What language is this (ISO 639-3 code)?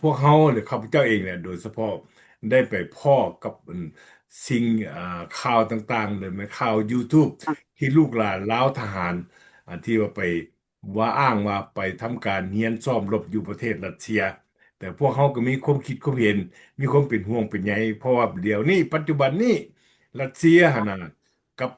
lao